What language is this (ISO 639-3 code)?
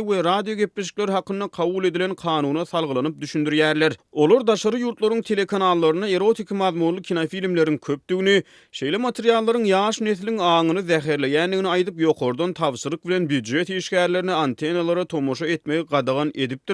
tuk